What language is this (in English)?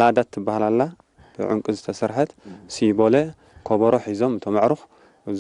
Tigre